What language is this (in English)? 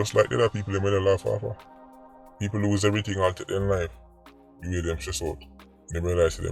Jamaican Creole English